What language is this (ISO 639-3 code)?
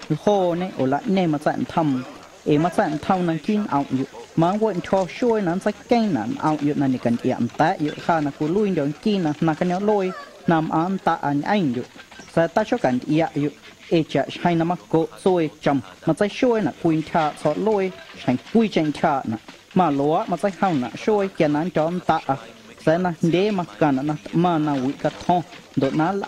amu